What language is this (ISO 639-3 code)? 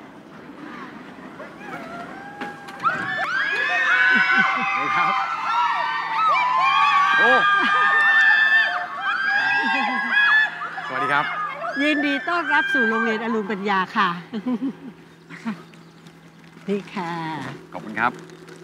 tha